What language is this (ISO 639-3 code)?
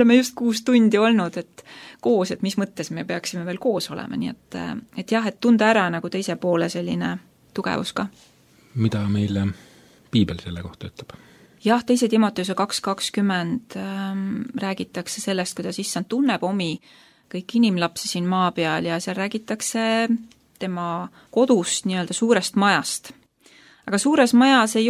est